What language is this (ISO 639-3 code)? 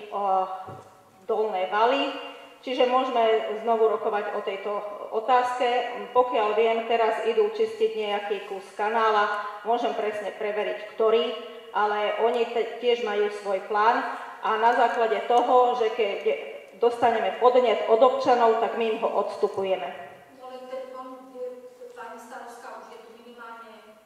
slk